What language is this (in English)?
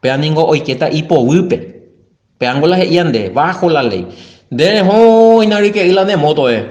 Guarani